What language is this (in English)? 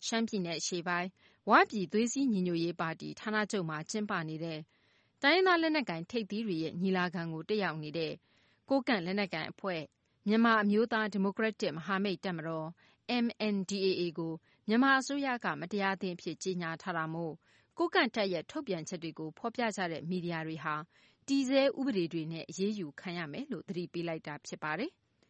Burmese